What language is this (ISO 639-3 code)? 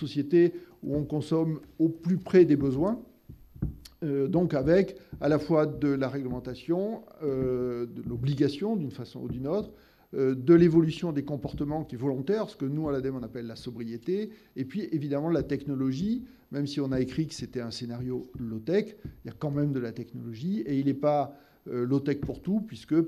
fra